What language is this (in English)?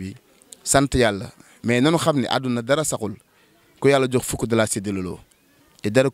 Wolof